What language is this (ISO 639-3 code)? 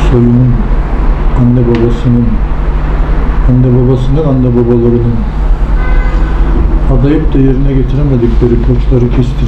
tur